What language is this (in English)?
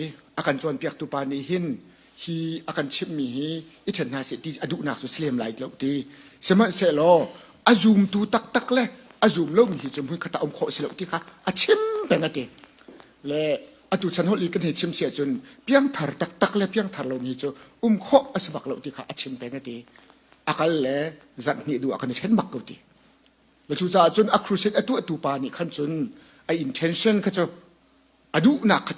Hakha Chin